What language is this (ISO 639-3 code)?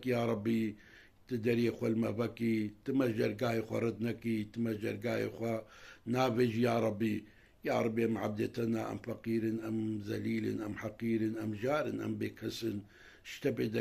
kur